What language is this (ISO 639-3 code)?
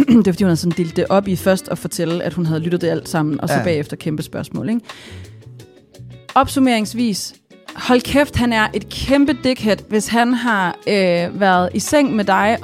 dan